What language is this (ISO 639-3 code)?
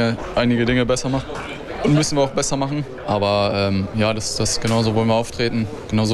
deu